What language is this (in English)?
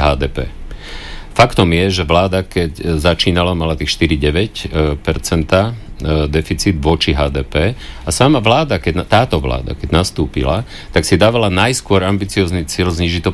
Slovak